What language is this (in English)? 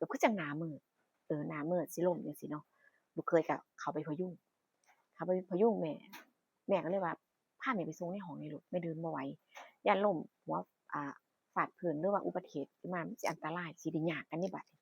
Northeastern Thai